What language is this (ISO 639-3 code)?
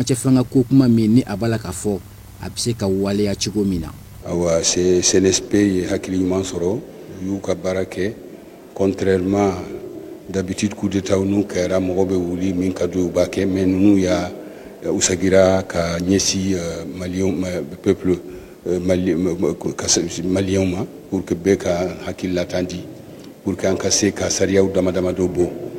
bam